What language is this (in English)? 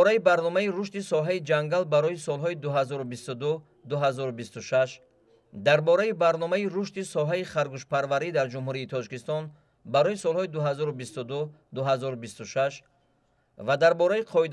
Tajik